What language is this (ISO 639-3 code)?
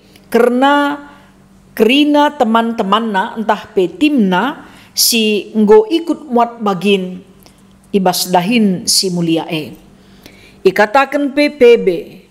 btx